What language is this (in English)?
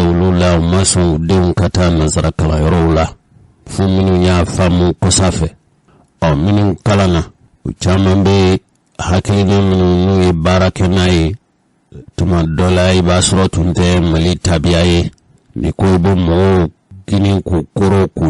Bambara